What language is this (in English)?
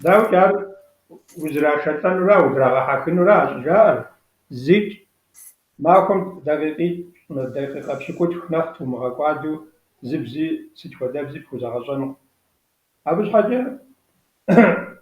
Kabardian